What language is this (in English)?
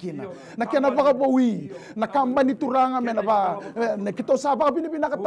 Fijian